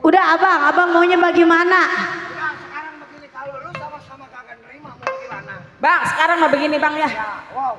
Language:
Betawi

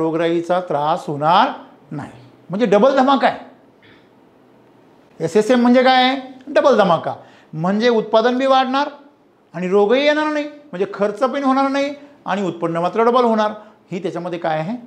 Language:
Marathi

